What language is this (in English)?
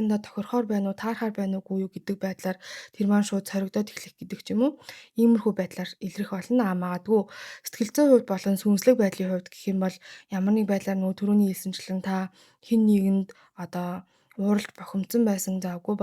Mongolian